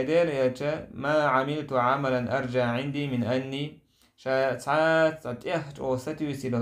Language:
Chechen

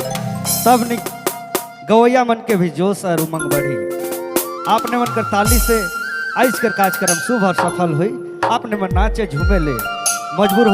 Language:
Sadri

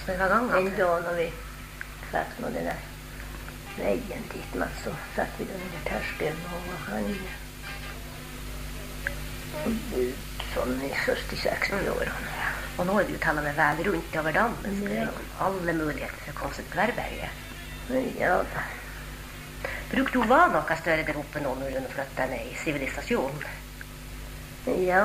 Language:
Norwegian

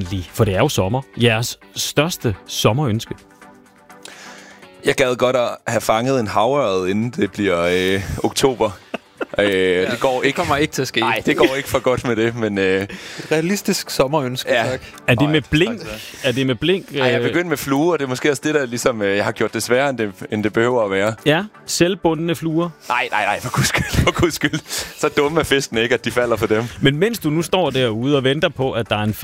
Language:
Danish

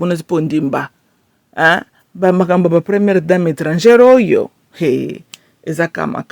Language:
Lingala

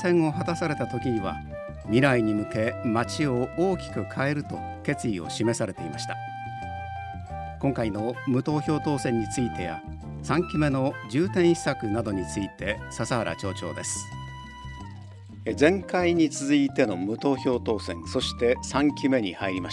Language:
Japanese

